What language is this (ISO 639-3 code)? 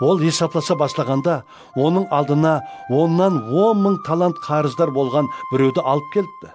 kaa